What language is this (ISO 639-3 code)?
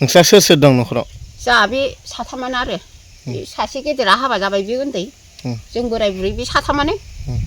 brx